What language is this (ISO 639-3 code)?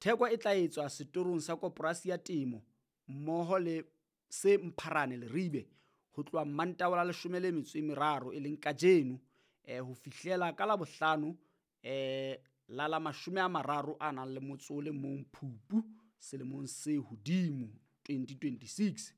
sot